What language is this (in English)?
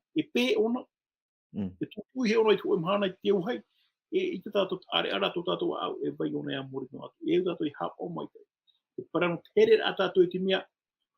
Tahitian